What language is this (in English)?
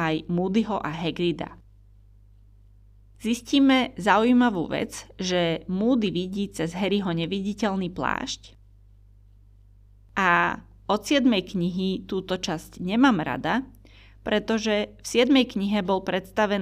Slovak